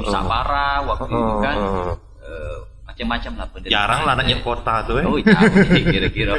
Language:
Musi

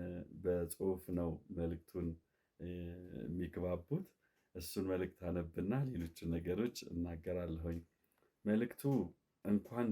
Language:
Amharic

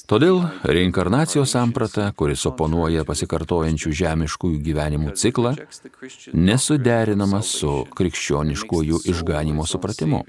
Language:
Lithuanian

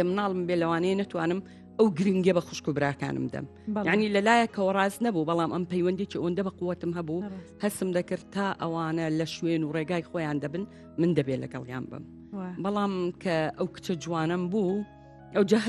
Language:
Central Kurdish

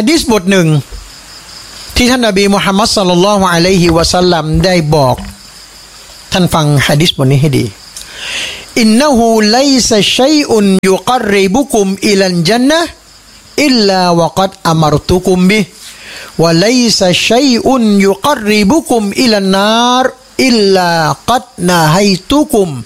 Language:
Thai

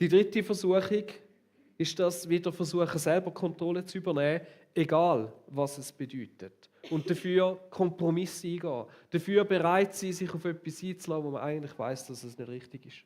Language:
Swiss German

